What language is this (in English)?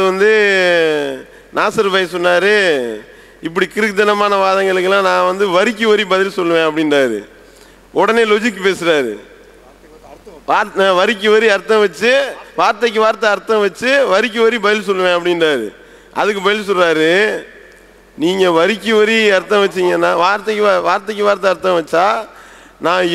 Tamil